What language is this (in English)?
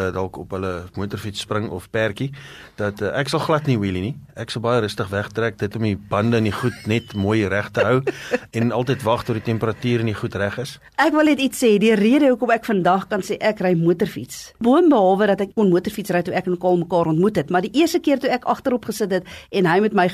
Afrikaans